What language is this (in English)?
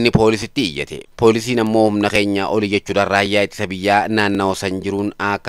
Oromo